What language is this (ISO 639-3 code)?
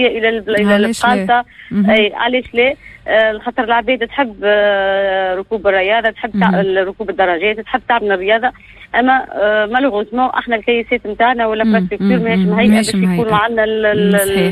aeb